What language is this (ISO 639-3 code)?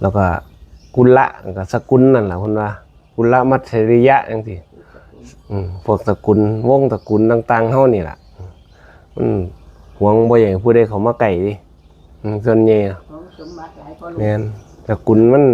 tts